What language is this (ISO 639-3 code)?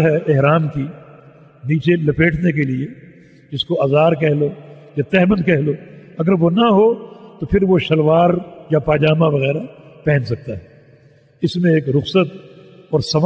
urd